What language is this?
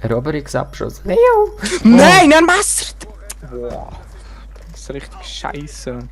Swiss German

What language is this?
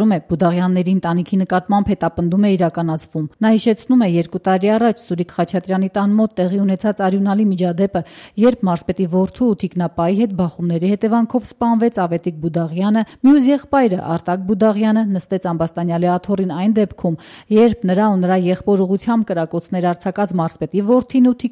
Armenian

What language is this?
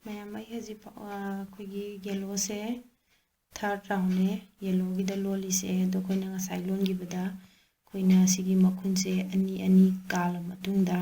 Manipuri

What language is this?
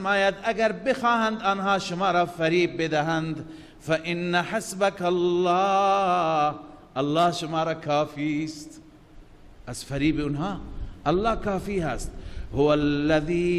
Persian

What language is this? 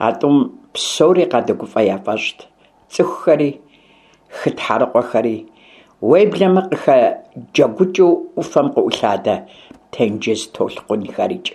Kabardian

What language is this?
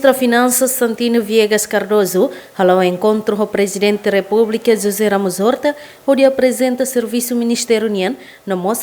Tetum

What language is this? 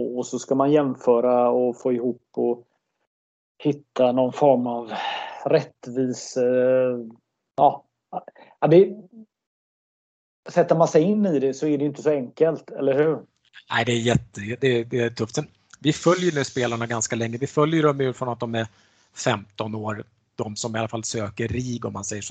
Swedish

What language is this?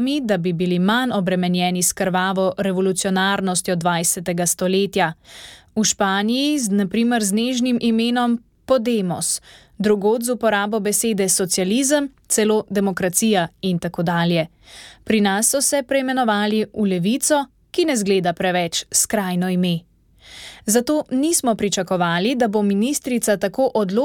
Slovenian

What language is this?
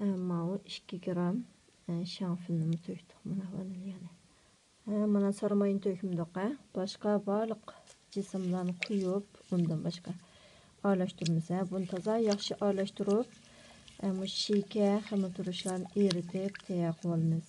Uyghur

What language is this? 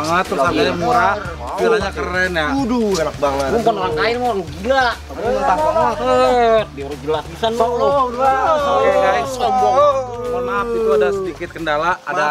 Betawi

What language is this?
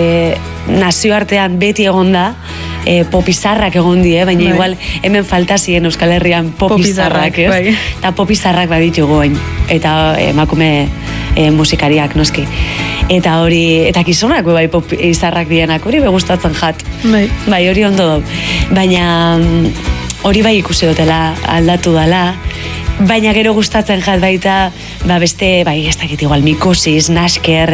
Basque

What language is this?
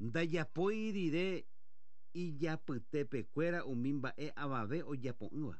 Guarani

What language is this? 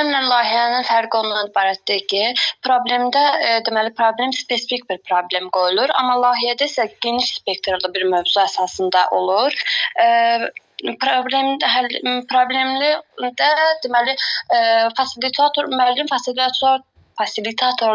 Azerbaijani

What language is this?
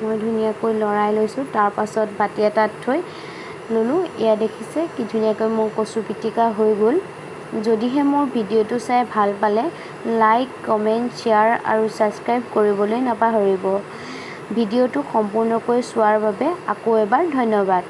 Assamese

